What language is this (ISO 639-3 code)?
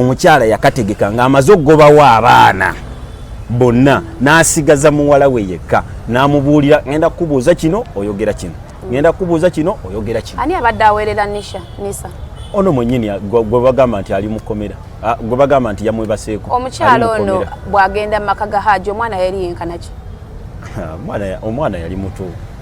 lug